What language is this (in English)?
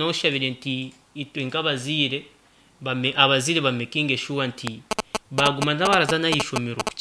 Nyankole